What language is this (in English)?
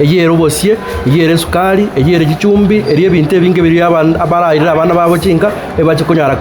Gusii